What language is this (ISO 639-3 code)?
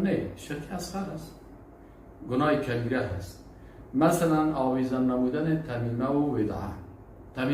fas